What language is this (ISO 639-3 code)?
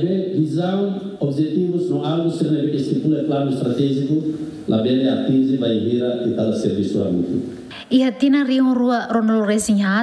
tet